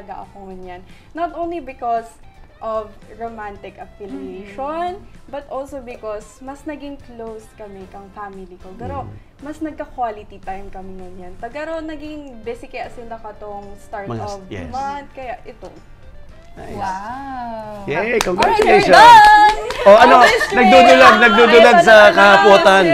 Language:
Bikol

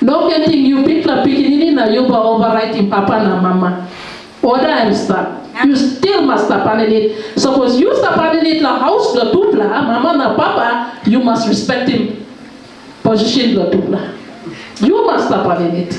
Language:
Tok Pisin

